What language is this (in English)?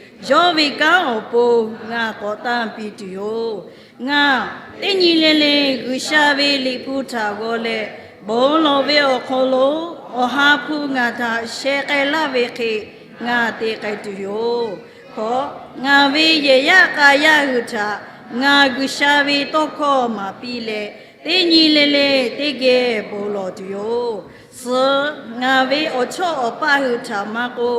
Lahu